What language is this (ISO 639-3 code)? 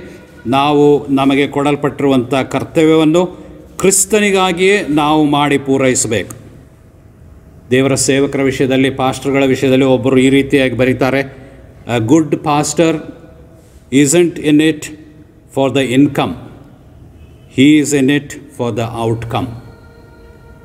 kan